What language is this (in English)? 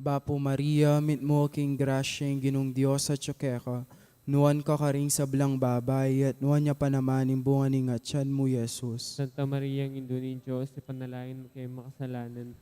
Pampanga